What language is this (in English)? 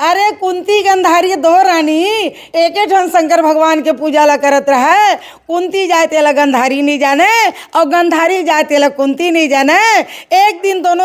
Chhattisgarhi